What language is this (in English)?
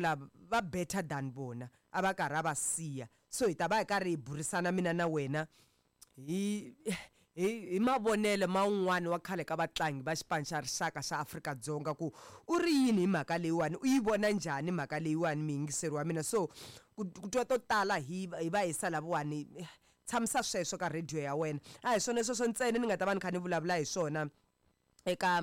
Tsonga